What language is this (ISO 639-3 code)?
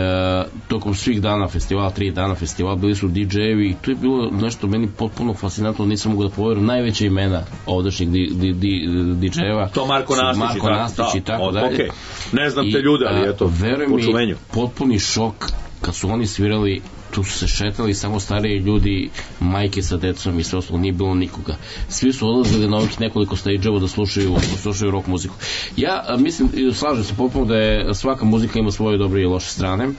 srp